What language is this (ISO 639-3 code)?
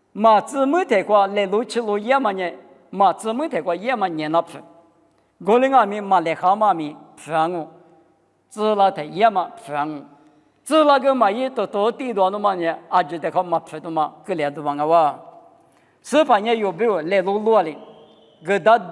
lis